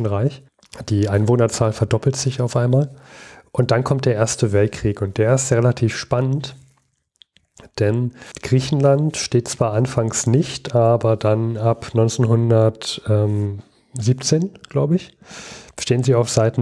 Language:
German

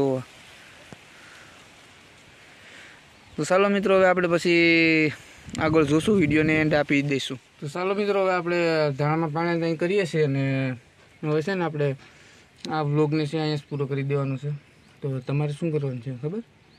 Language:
Gujarati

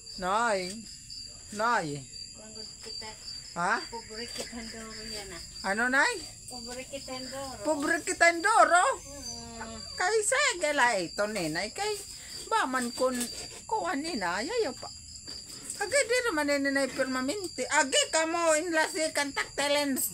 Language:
Waray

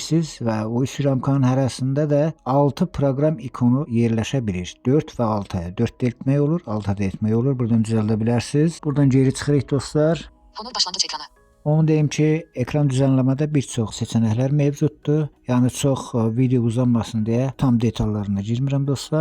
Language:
Azerbaijani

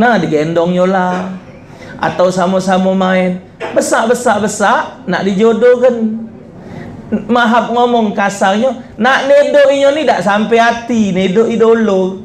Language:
Musi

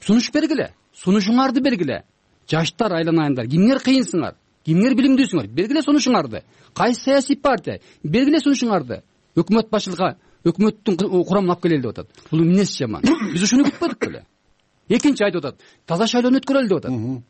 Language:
Kyrgyz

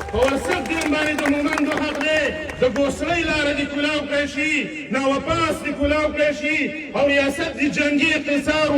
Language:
Pashto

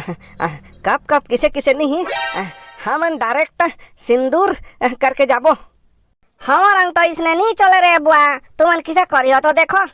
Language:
Chhattisgarhi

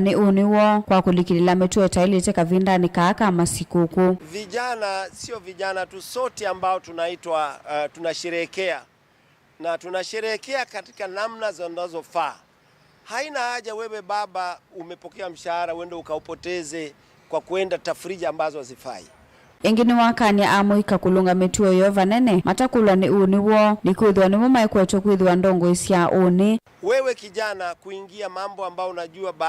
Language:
Kamba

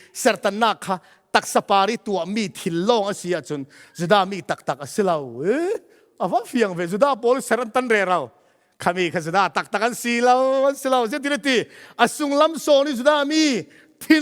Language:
Falam Chin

